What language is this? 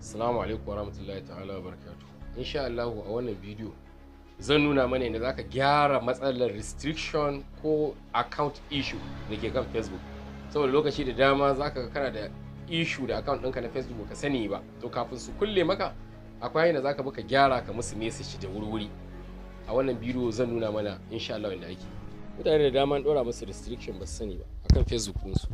Hausa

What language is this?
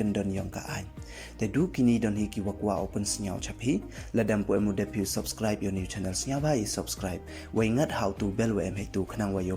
Pnar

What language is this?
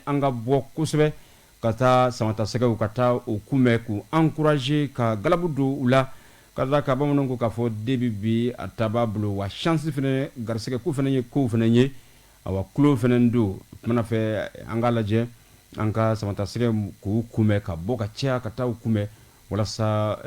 Bambara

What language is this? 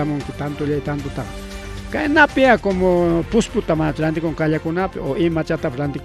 Ayacucho Quechua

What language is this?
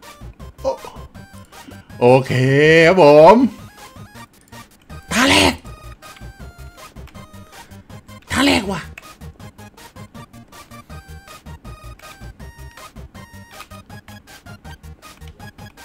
Thai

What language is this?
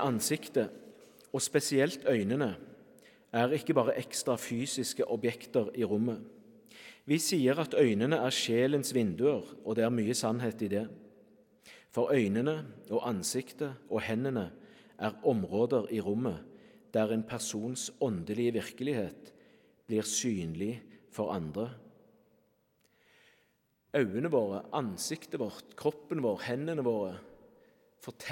Norwegian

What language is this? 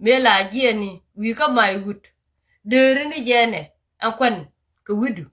Nuer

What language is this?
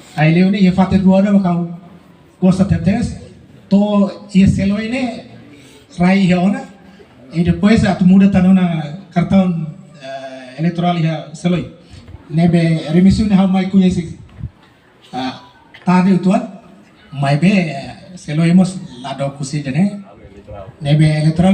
Tetum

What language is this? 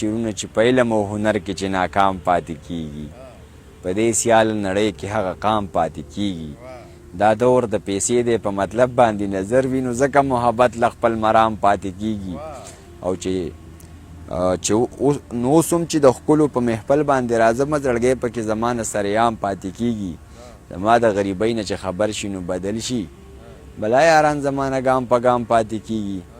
Pashto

